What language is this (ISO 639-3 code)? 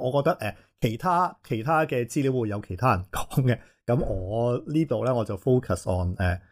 yue